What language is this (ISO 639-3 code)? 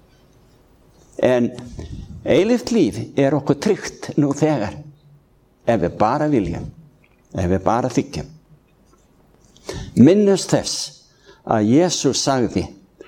isl